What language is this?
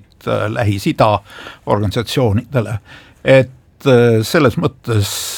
Estonian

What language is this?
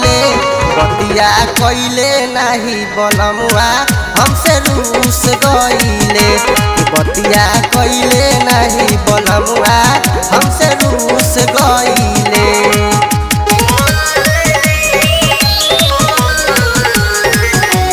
Bhojpuri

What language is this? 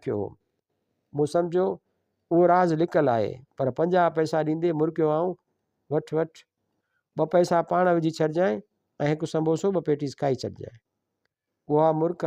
Sindhi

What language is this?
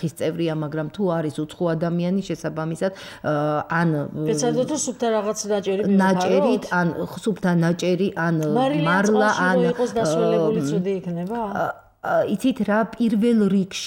Georgian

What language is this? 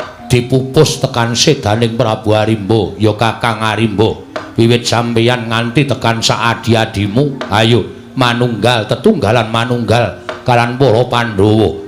Javanese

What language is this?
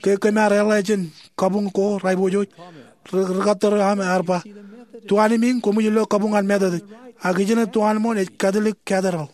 Marshallese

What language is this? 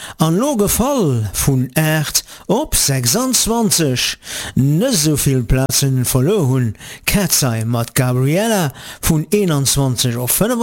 Luxembourgish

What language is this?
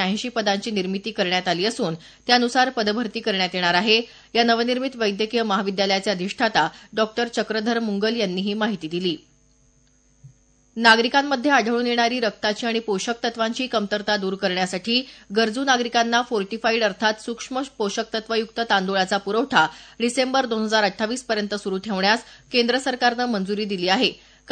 Marathi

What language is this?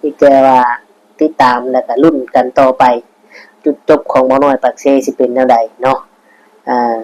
Northeastern Thai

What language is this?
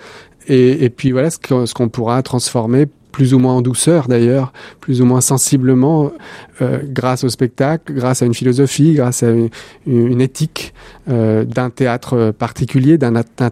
French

